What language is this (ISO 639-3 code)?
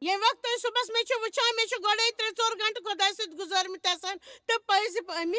kas